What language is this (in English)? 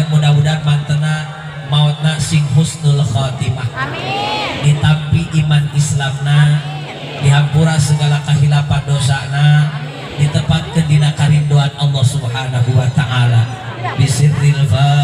Sundanese